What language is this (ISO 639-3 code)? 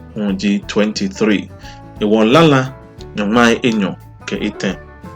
gaa